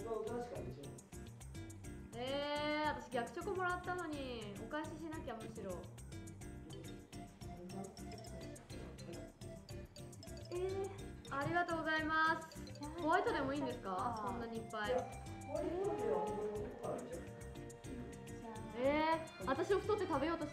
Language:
Japanese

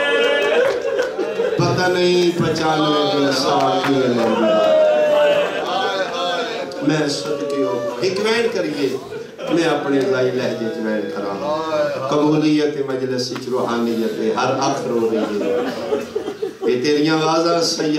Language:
Urdu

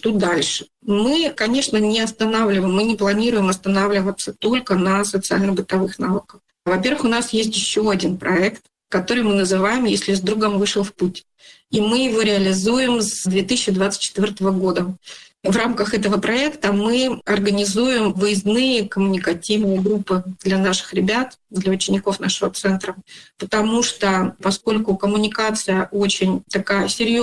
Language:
Russian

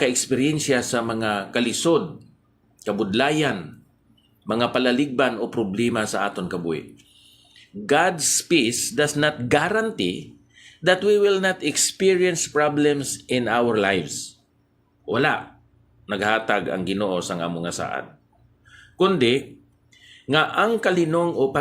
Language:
Hiligaynon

